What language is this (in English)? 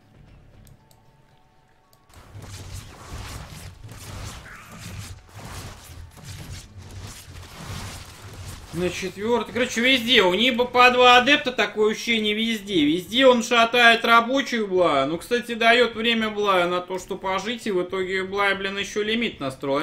Russian